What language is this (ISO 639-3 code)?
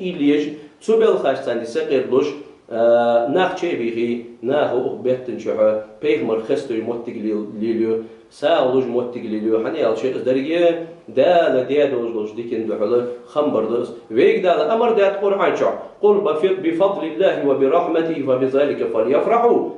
inh